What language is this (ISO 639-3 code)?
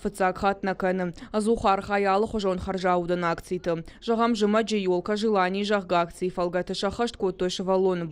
oss